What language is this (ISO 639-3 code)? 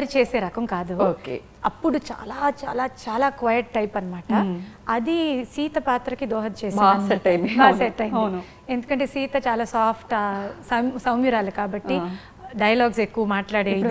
tel